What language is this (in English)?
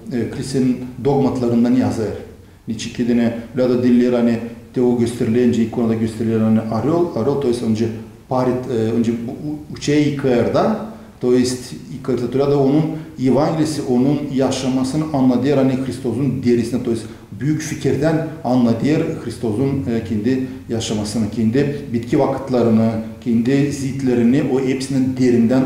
Gagauz